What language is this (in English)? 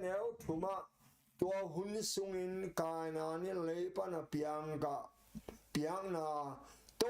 Tedim Chin